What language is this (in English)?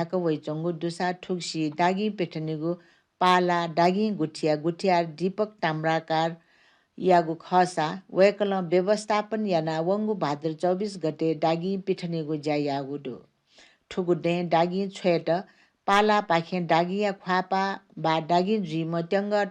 Newari